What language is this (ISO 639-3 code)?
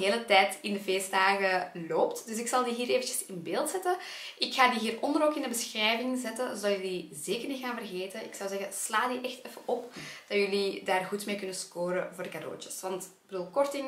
nld